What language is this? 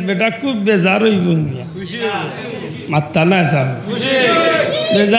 Sylheti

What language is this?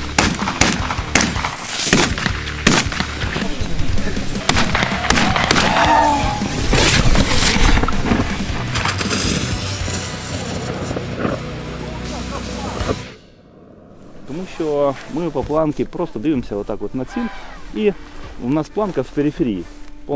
Ukrainian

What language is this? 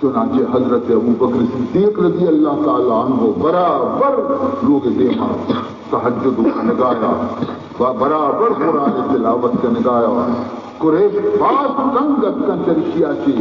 Baluchi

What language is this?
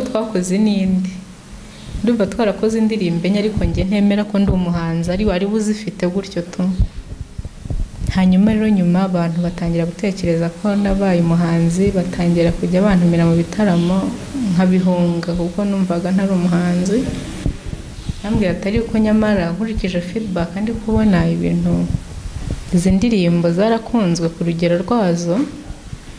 Kinyarwanda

